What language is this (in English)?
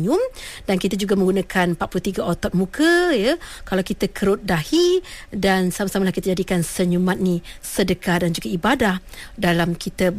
Malay